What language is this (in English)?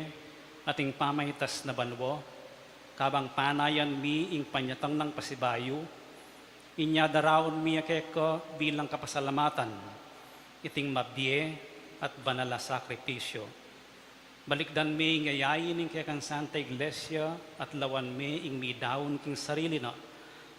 Pampanga